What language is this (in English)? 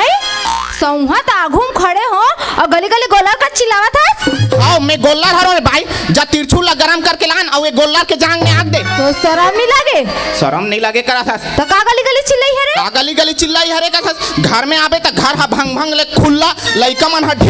Chhattisgarhi